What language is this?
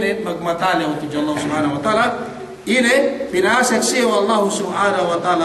Yakan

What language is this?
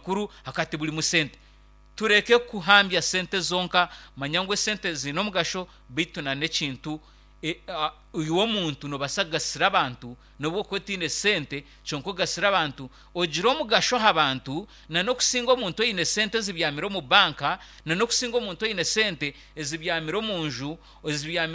Nyankole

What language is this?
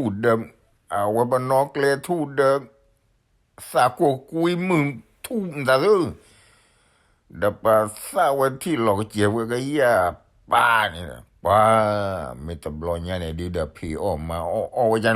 S'gaw Karen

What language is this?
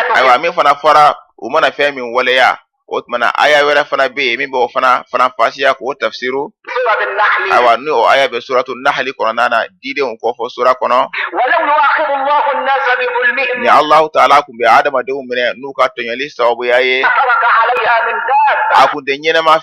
Bambara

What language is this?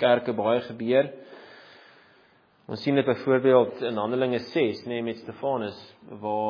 Afrikaans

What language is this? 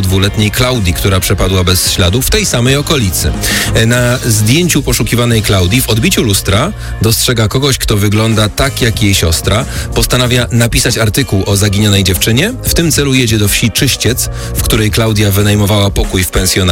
Polish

